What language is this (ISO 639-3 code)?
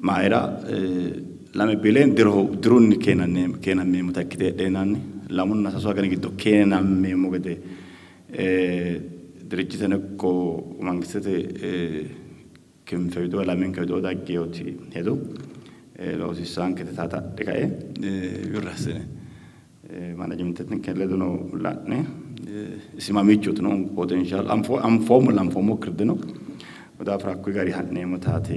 sid